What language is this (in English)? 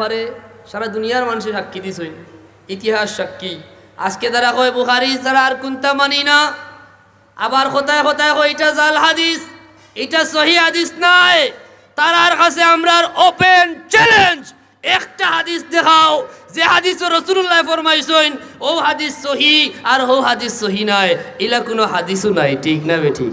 Sylheti